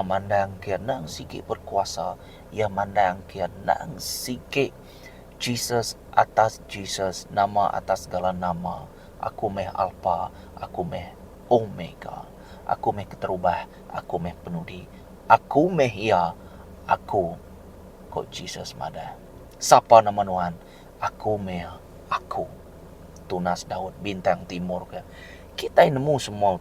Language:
Iban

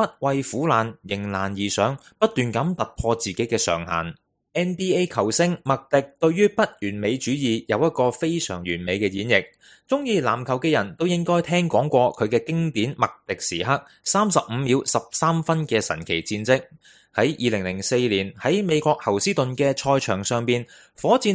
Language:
Cantonese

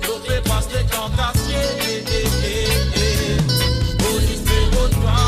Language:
Morisyen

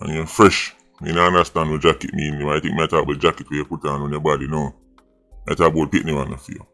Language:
Jamaican Creole English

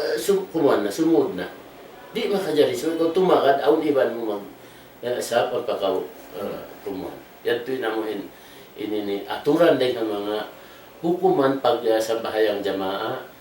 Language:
Tausug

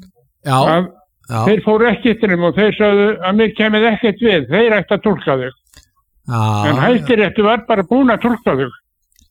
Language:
Icelandic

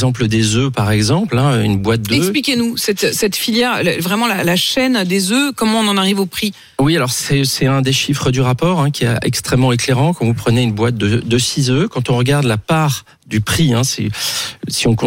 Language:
French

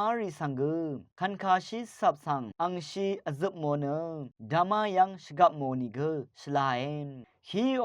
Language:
Rawang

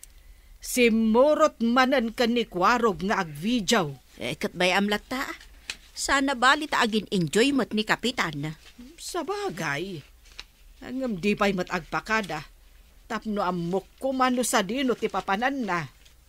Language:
Iloko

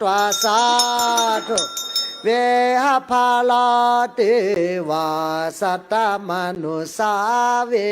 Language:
Pali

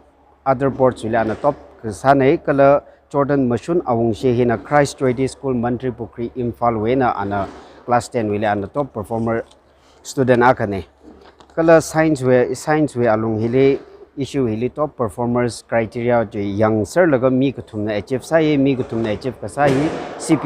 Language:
Tangkhul Naga (India)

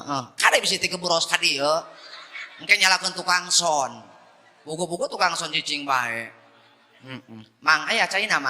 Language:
Sundanese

